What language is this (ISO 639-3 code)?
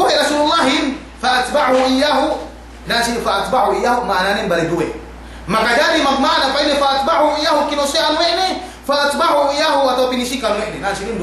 yka